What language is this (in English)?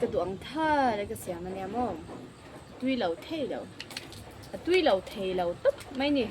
Mizo